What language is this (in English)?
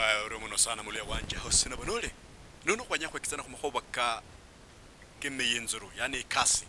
Luyia